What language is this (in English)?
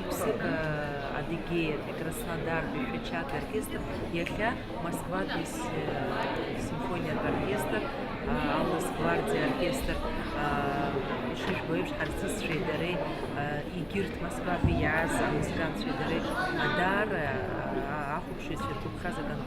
Abkhazian